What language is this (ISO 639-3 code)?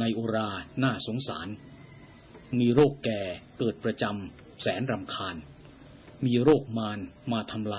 tha